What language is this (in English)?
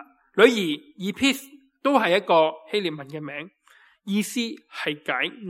Cantonese